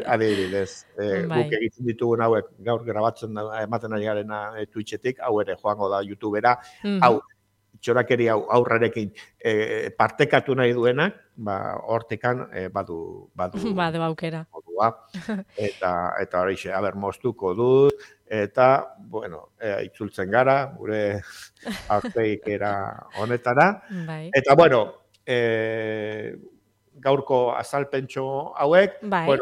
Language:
Basque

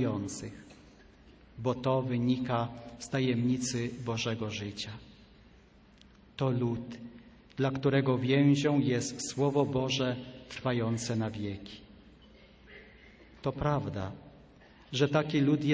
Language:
Polish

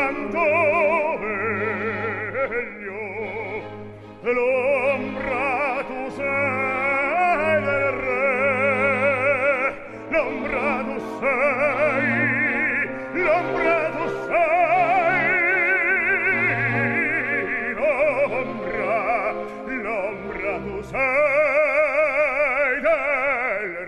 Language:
Italian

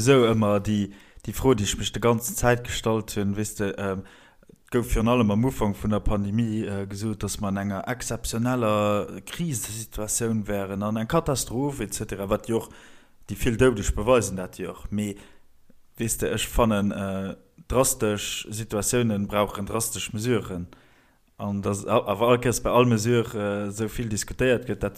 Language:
Luxembourgish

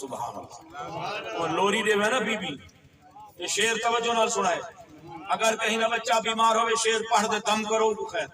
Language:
Saraiki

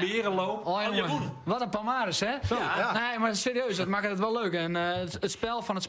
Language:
Western Frisian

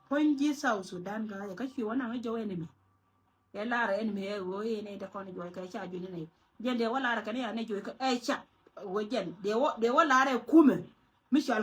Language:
Nuer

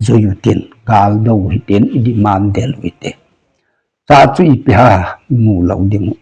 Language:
Thado Chin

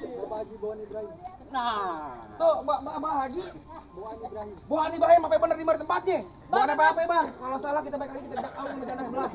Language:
Betawi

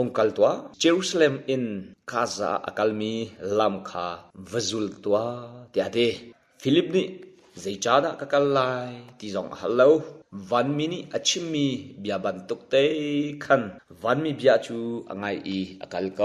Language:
Hakha Chin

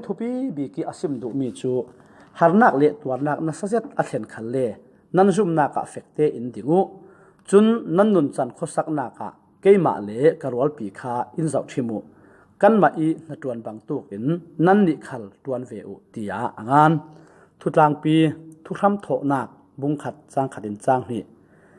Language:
Falam Chin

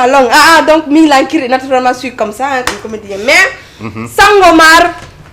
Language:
Fula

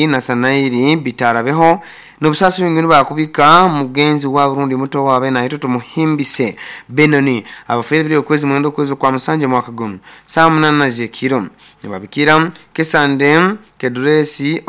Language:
Nyoro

